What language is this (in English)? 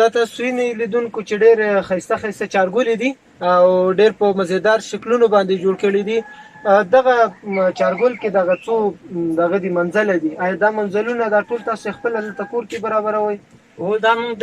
Pashto